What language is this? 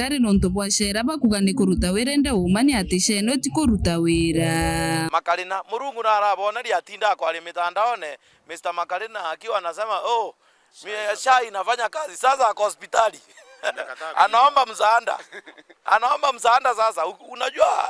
Meru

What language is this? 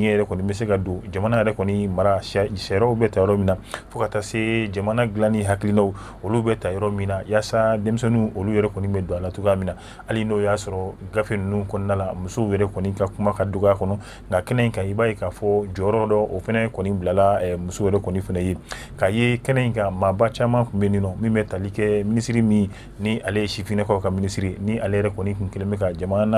Bambara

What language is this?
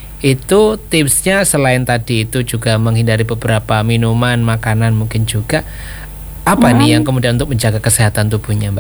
Indonesian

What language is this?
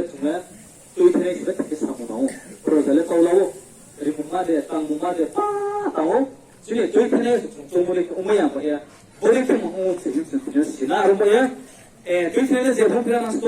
Riang (India)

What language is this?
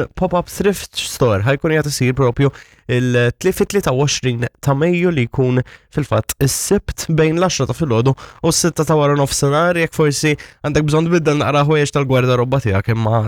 Maltese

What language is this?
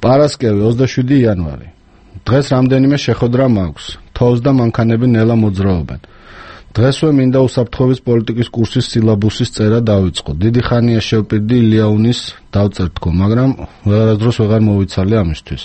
Georgian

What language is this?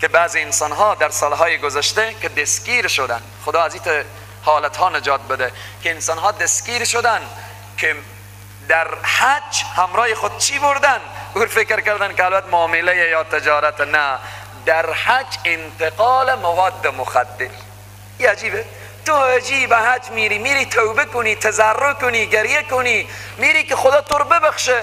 Persian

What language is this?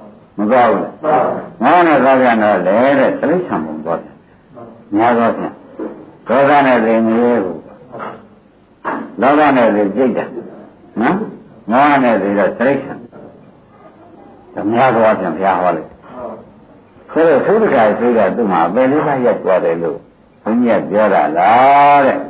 Burmese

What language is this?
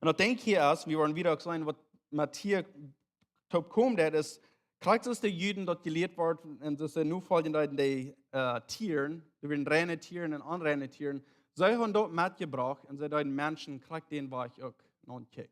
Plautdietsch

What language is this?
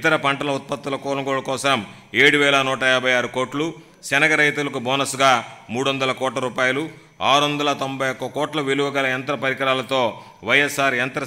Telugu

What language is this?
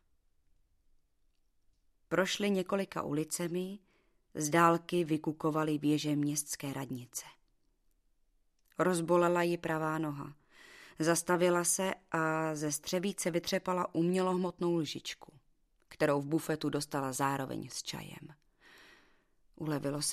Czech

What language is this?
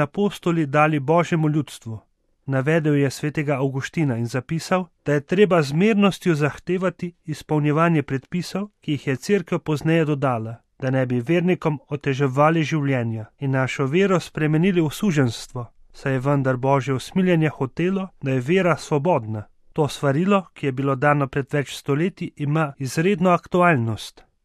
Slovenian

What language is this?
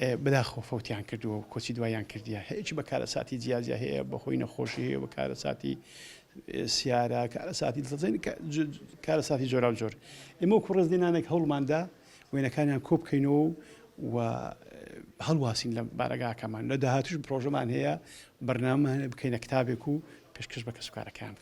Central Kurdish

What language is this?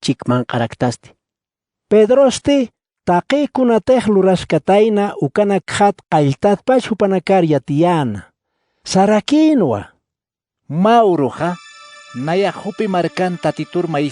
Aymara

